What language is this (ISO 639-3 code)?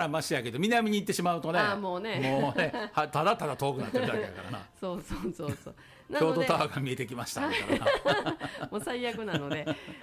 jpn